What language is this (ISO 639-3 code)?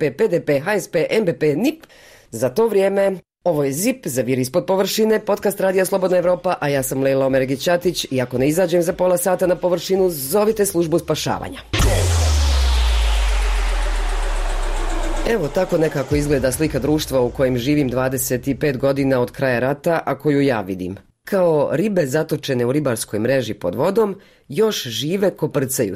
bos